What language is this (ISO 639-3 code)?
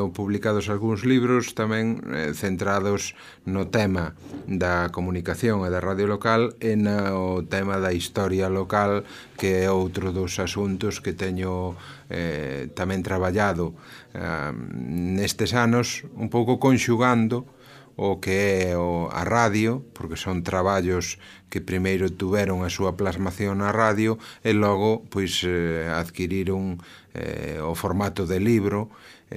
glg